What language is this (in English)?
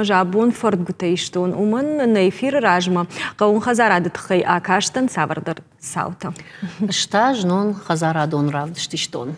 Ossetic